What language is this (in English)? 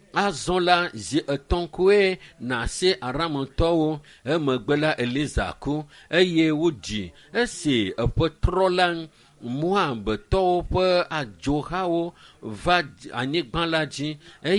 Ewe